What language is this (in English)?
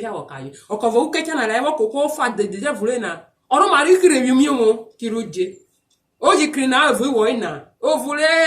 Urhobo